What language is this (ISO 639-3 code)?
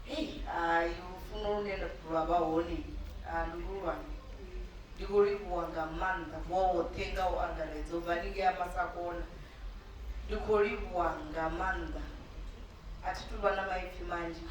ven